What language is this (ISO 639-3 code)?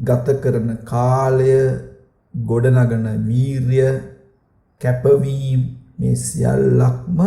sin